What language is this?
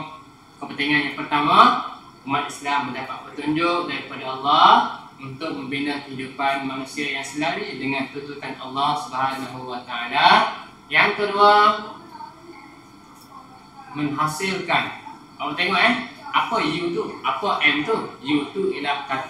Malay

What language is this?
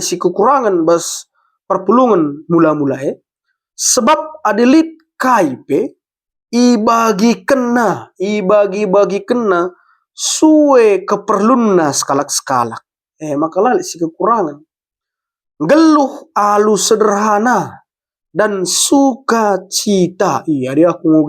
Batak Karo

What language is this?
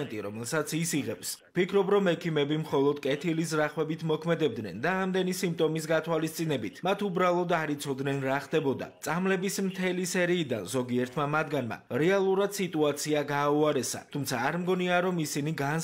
Georgian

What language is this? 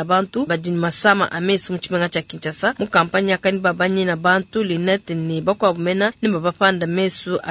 Luba-Lulua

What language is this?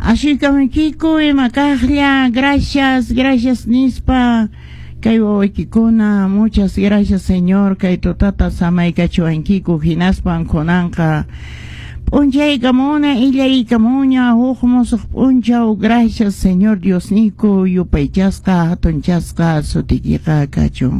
Quechua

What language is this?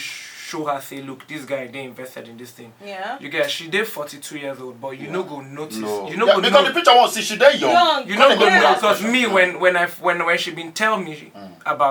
Nigerian Pidgin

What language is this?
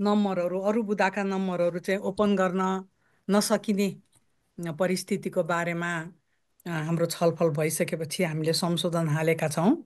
Nepali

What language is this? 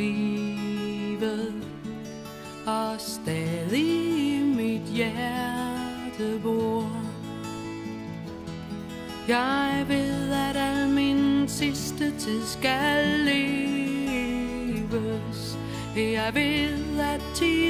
Danish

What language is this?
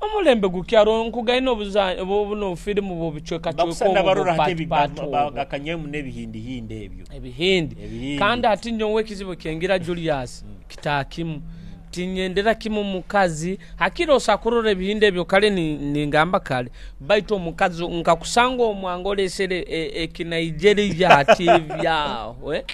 Nyoro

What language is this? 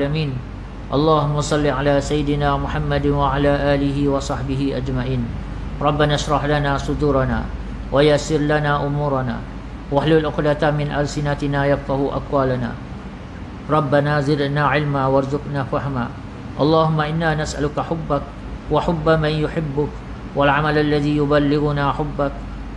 Malay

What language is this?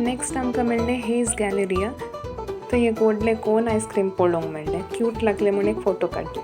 Konkani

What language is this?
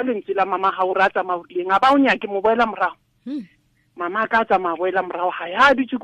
Tswana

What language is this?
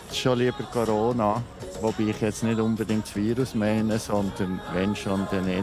Swiss German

